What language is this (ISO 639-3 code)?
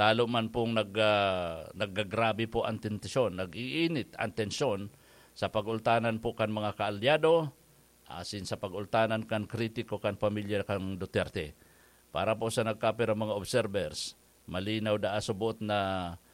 bik